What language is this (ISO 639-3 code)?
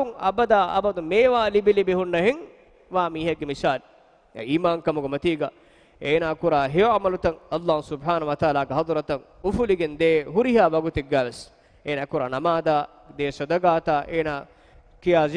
div